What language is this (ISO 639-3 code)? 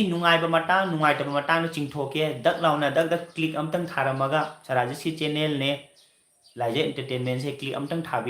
mni